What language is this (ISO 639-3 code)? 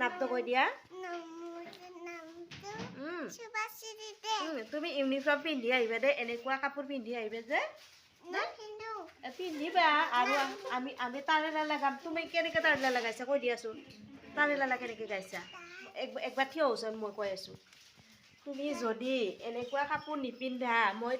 asm